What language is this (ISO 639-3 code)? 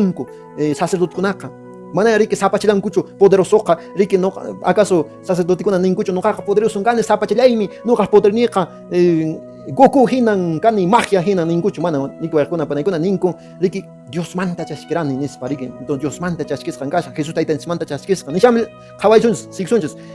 que